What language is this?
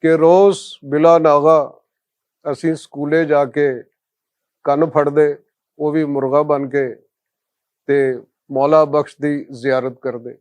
Western Panjabi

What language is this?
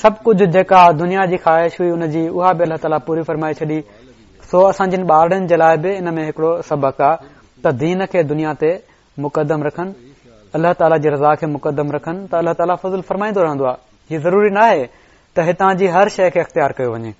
Sindhi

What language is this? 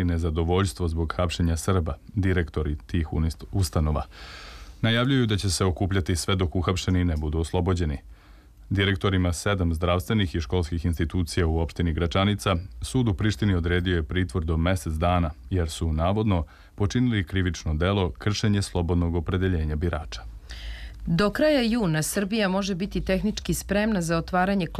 Serbian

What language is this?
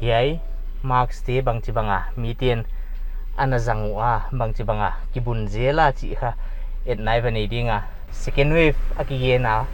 Paite Chin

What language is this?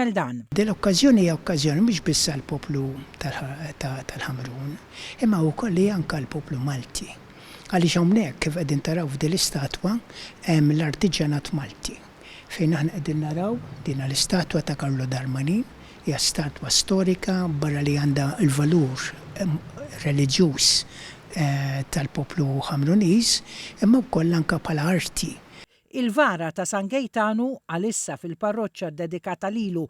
Maltese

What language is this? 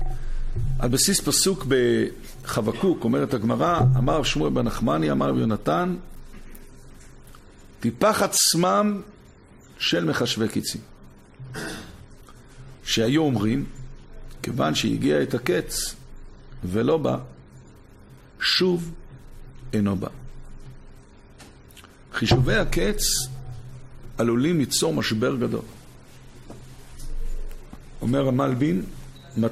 Hebrew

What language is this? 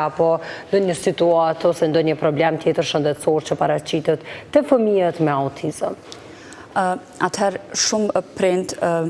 Albanian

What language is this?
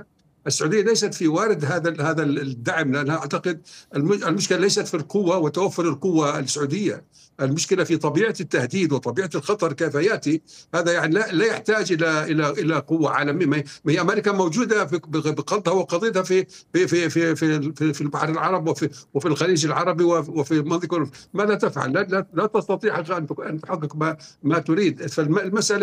Arabic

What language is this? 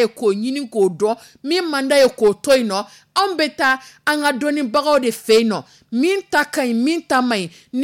Dyula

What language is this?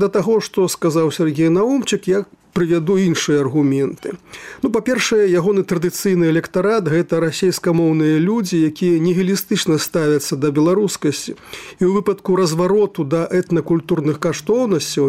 Belarusian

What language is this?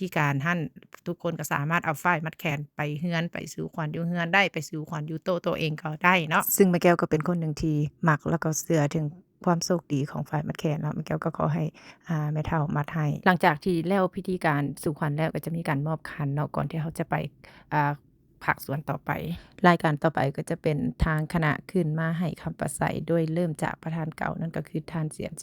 Lao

